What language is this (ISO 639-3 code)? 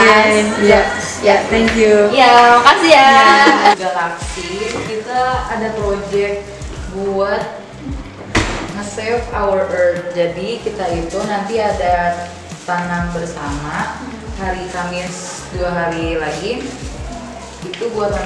ind